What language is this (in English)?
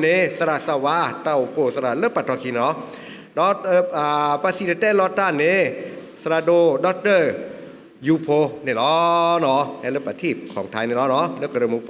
S'gaw Karen